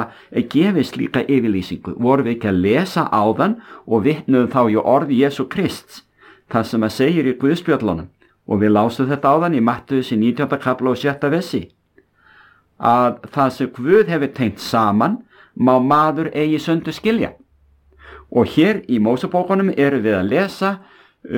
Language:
Icelandic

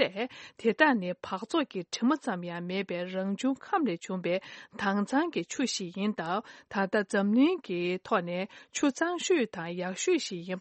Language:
Tibetan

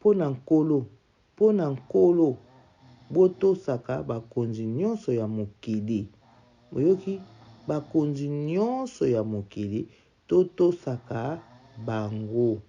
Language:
Lingala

